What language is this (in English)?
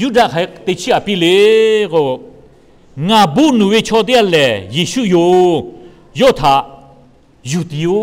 Lahu